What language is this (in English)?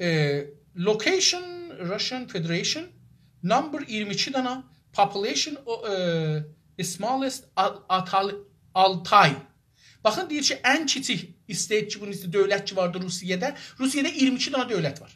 South Azerbaijani